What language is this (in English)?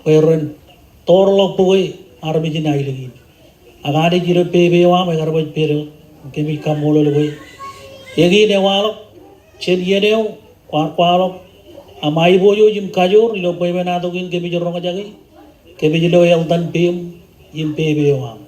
Marshallese